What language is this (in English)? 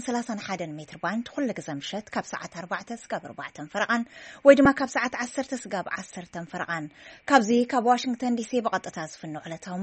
Tigrinya